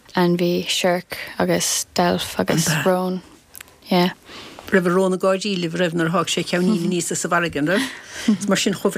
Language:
Irish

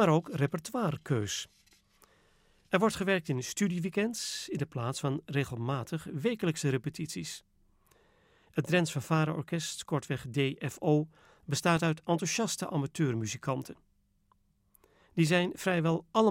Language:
Dutch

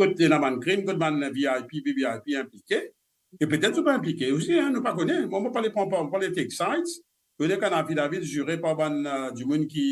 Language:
Morisyen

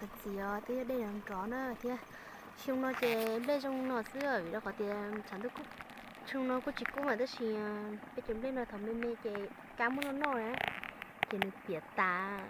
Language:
Hmong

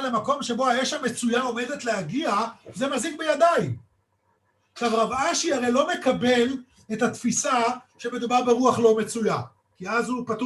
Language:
Hebrew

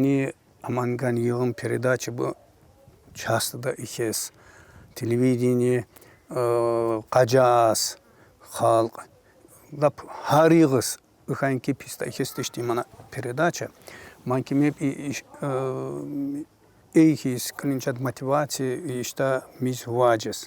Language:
Tsakhur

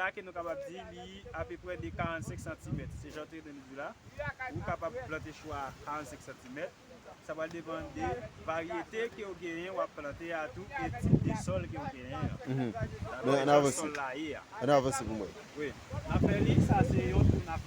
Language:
Haitian Creole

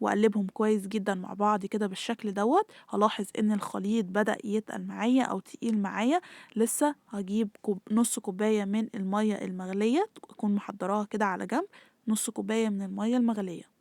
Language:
Egyptian Arabic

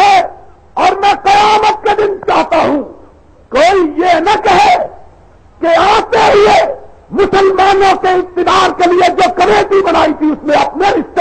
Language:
Urdu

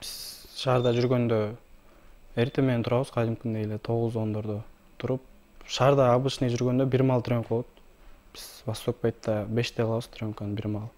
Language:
Kyrgyz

